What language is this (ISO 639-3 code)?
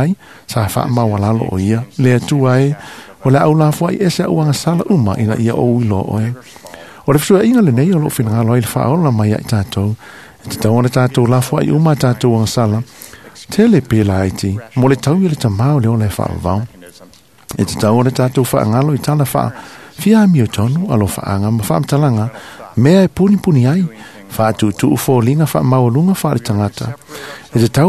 smo